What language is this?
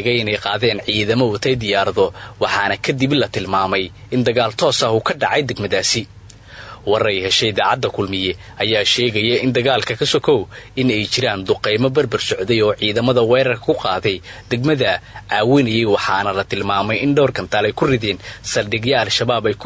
Somali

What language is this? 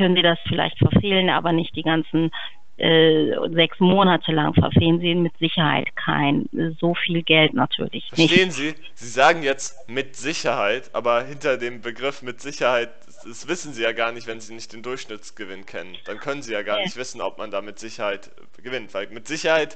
German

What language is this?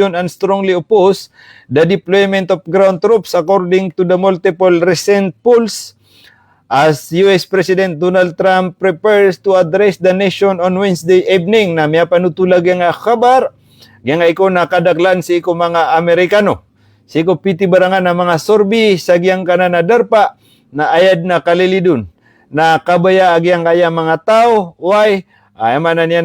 Maranao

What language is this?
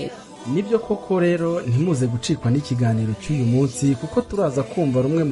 Kinyarwanda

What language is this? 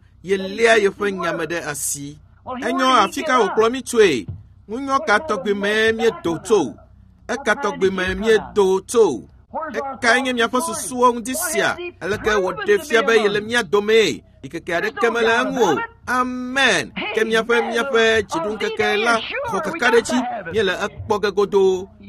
Ewe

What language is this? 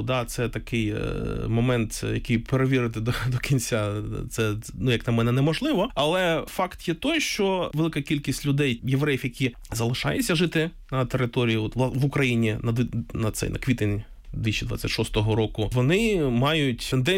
Ukrainian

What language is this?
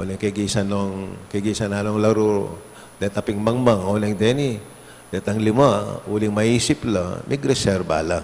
Pampanga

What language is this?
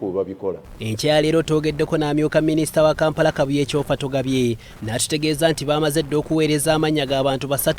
Ganda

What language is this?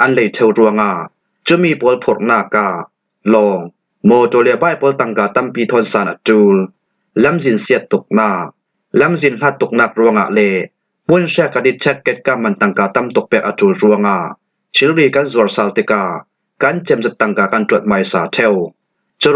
Falam Chin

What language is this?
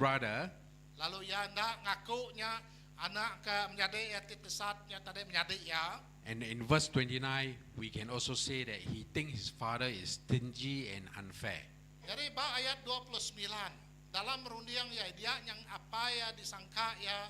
Iban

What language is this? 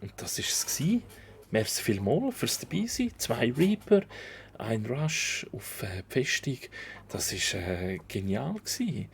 Swiss German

